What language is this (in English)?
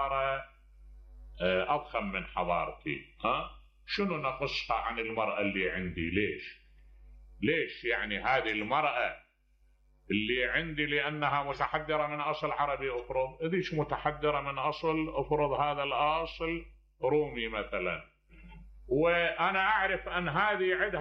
Mesopotamian Arabic